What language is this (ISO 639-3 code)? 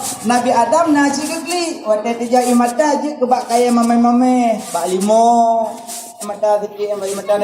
ace